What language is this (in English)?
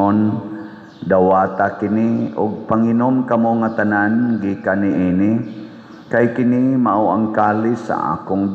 Cebuano